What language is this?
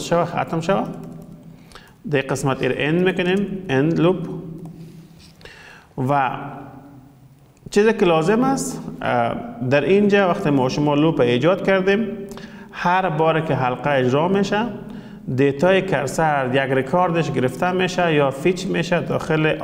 Persian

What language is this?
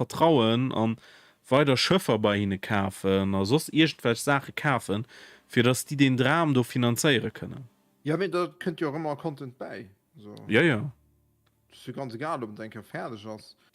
Luxembourgish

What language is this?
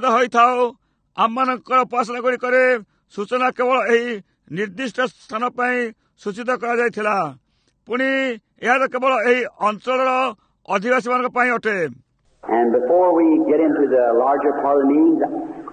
Odia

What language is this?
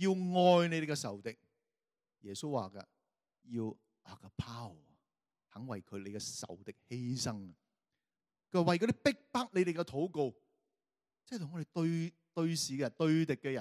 Cantonese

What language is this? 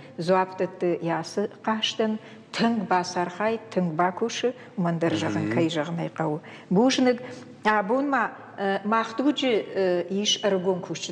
Ossetic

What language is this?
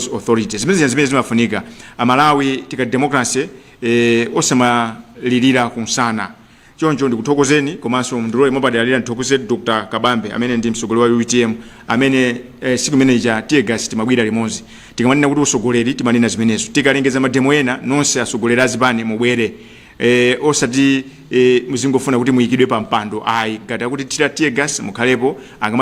Nyanja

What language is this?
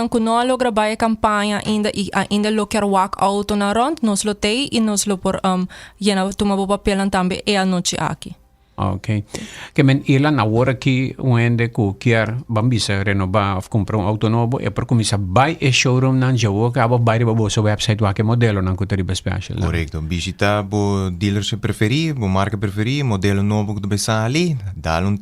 Papiamento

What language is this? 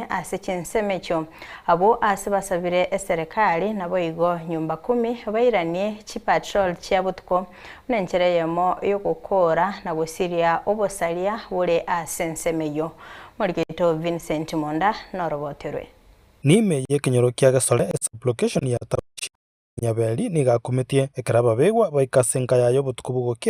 Gusii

